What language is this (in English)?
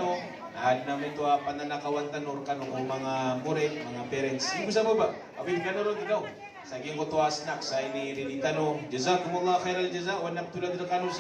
Maranao